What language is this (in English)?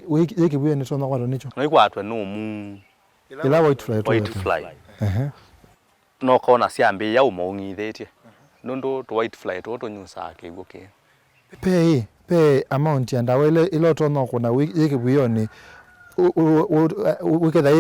Kamba